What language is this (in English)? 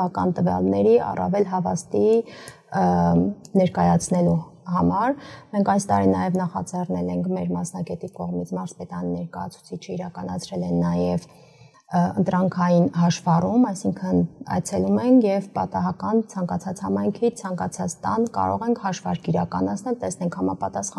Armenian